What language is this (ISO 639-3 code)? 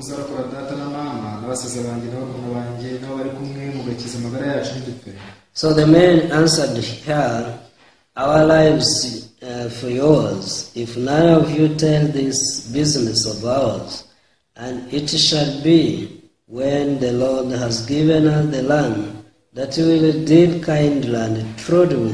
kin